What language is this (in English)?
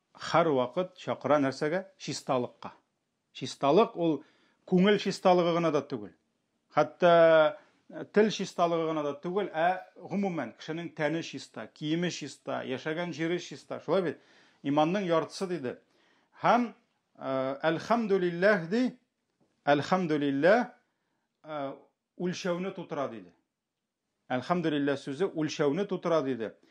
Tatar